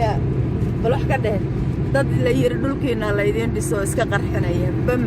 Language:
Somali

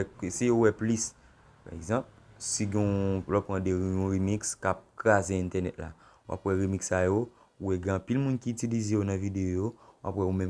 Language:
Haitian Creole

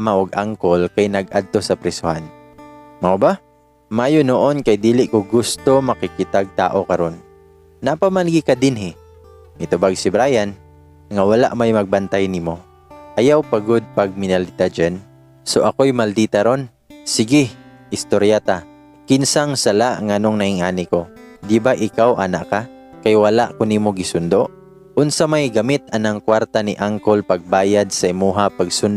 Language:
Cebuano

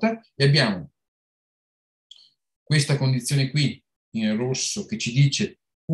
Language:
Italian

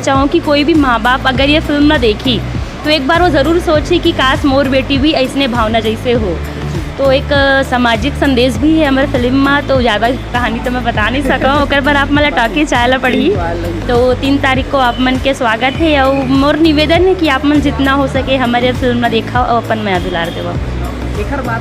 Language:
Chhattisgarhi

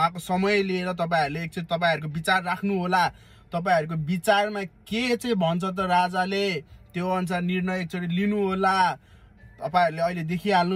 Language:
Nepali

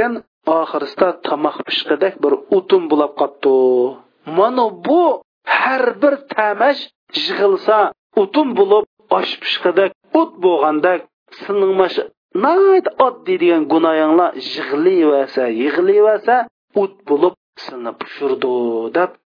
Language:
Uyghur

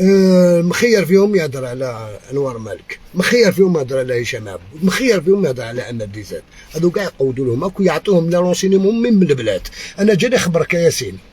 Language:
Algerian Arabic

